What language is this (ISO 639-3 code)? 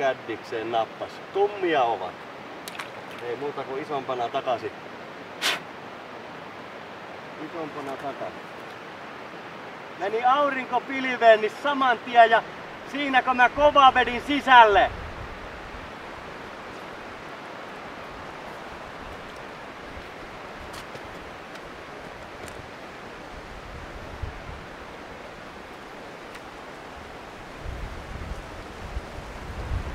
fin